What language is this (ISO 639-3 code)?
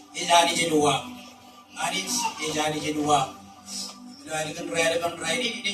mah